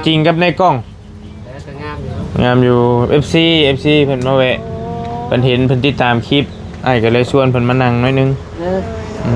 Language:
Northeastern Thai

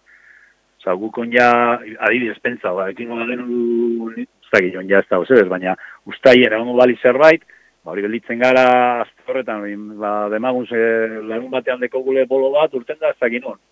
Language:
Basque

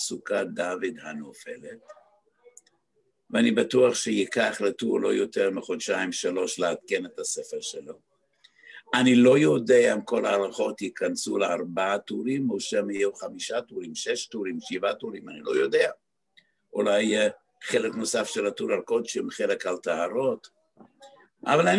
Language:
Hebrew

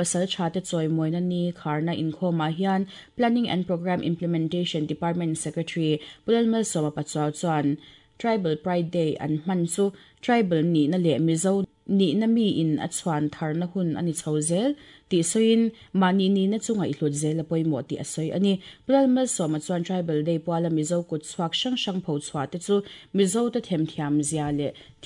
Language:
Mizo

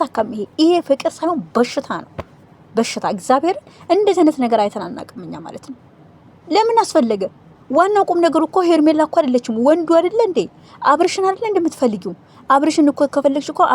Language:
Amharic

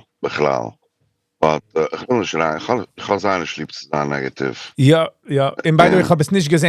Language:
Yiddish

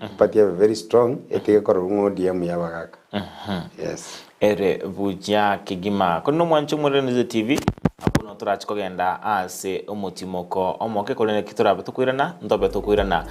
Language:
Gusii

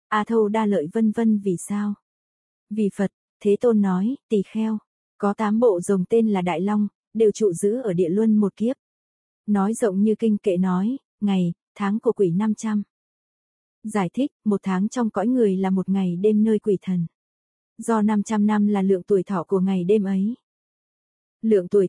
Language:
Vietnamese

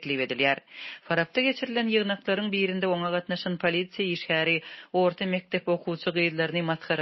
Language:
Turkmen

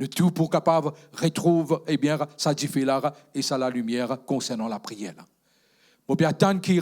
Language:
Morisyen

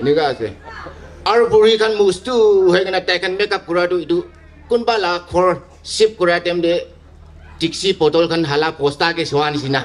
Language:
Naga Pidgin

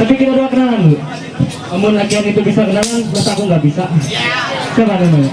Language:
Ma'anyan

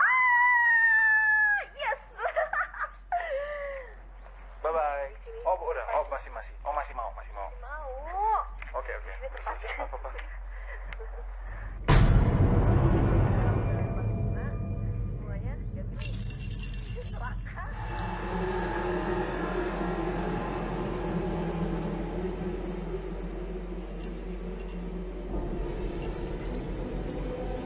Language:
Indonesian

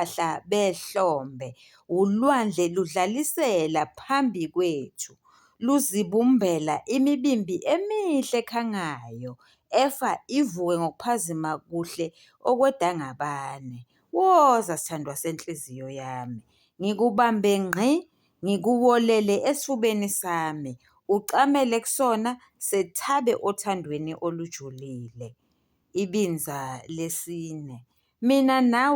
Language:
Zulu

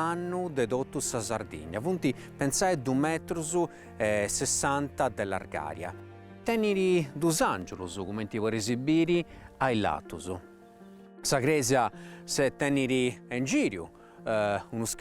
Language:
Sardinian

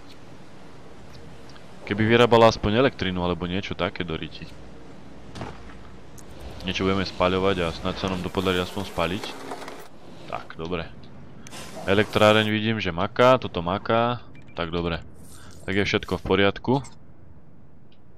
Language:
Slovak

